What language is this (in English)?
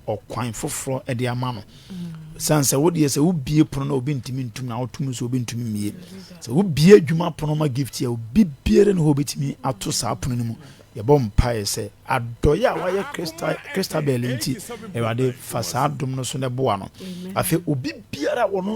Akan